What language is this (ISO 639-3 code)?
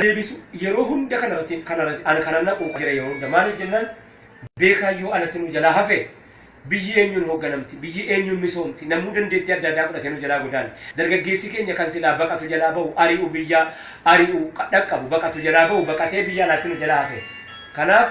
orm